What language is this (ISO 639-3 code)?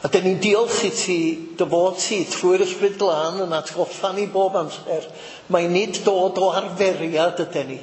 cym